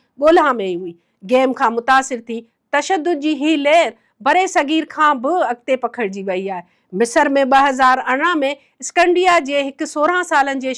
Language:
Sindhi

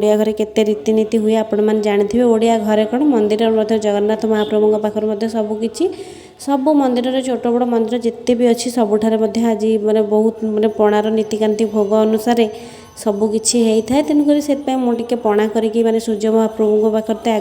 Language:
Odia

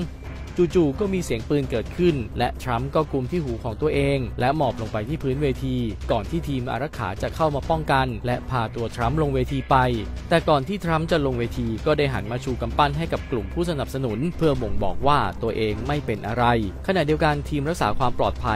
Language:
Thai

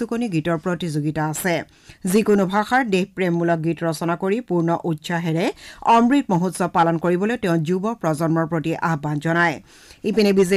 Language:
Assamese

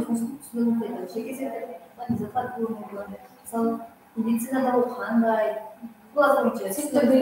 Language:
Kara-Kalpak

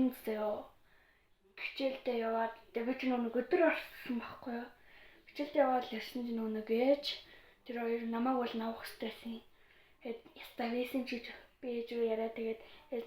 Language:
Mongolian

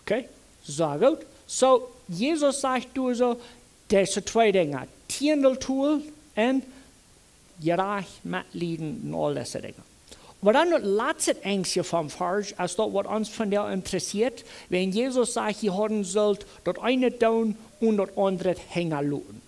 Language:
Plautdietsch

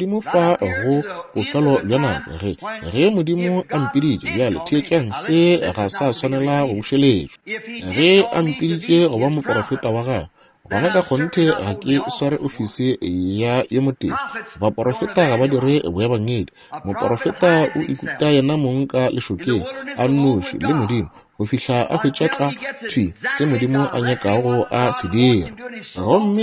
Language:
Northern Sotho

